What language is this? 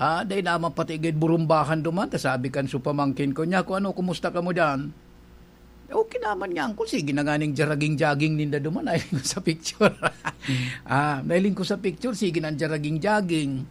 Bikol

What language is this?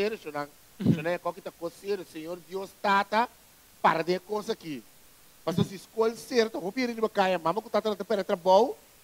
Papiamento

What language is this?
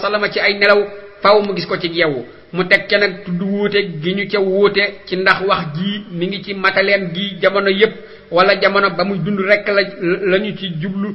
Wolof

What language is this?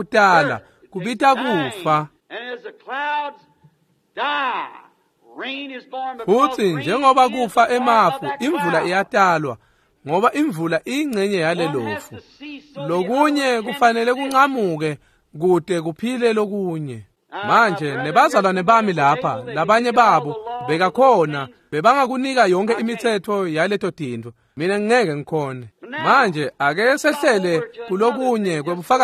Swati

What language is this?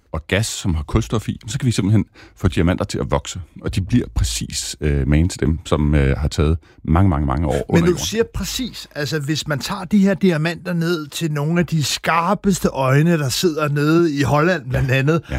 Danish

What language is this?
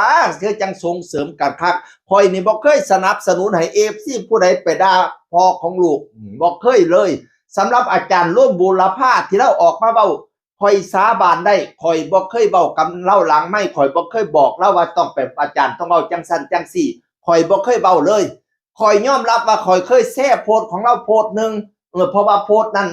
Northeastern Thai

